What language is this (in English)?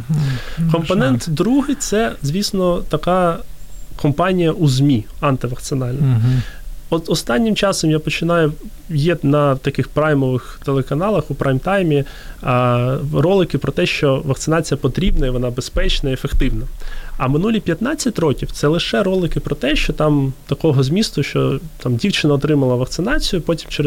Ukrainian